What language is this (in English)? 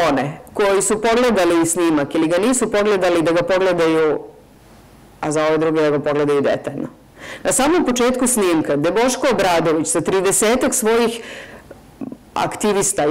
Serbian